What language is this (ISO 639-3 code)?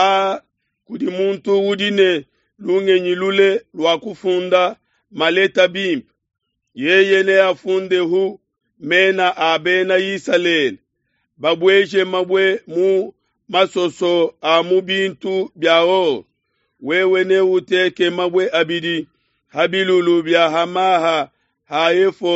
lua